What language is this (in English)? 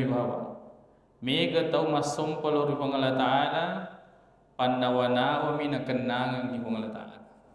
Buginese